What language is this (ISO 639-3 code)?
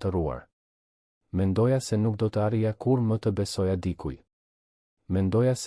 sqi